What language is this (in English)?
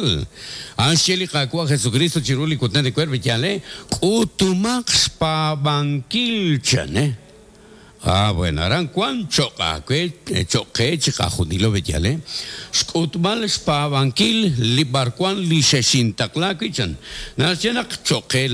Kekchí